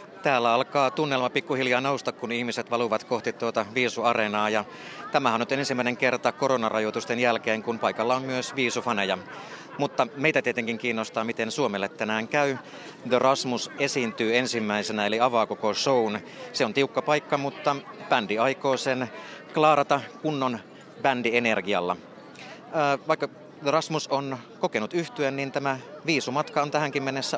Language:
Finnish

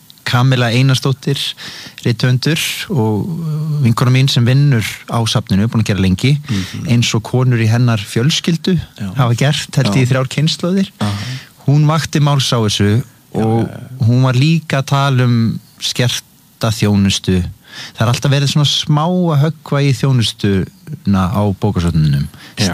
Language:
Icelandic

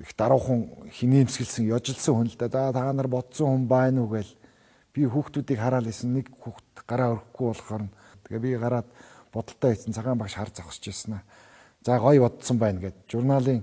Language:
Mongolian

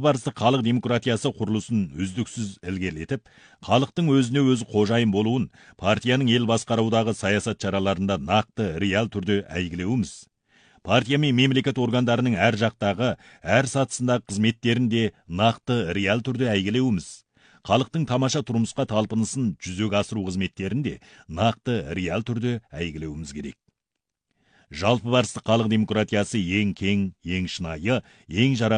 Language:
Kazakh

